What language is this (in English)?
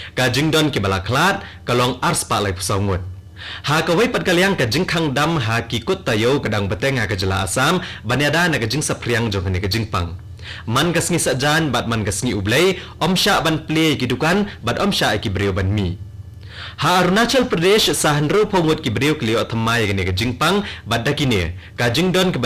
Khasi